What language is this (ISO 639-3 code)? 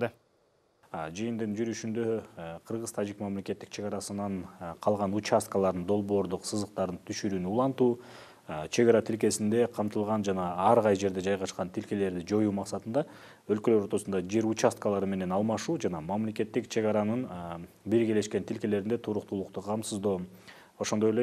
kir